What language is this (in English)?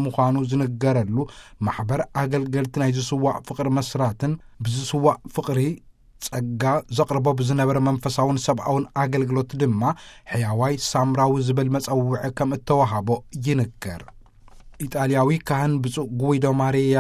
Tigrinya